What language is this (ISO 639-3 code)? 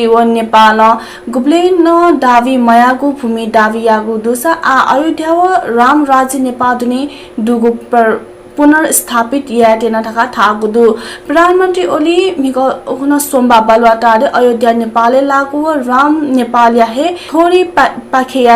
new